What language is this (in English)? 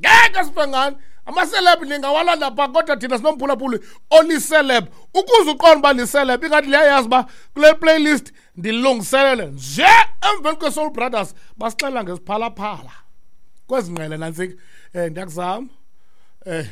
Xhosa